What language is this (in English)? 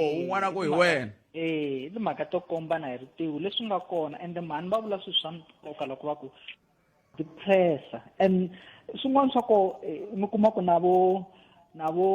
Tsonga